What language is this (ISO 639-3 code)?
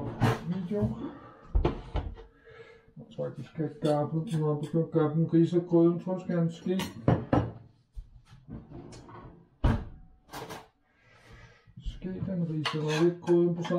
dan